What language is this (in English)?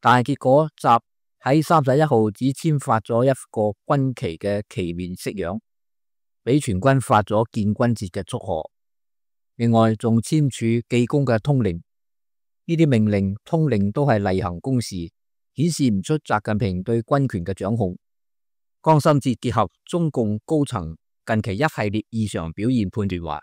Cantonese